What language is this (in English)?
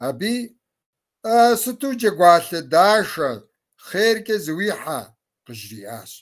Kabardian